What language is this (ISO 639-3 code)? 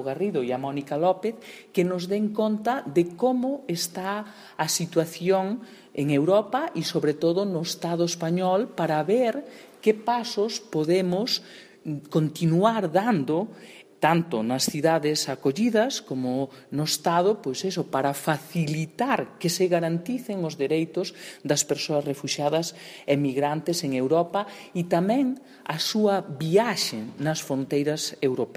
glg